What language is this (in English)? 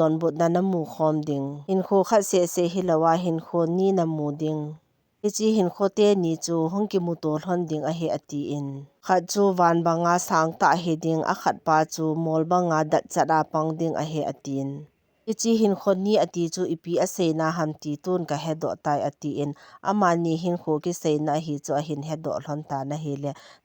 Thado Chin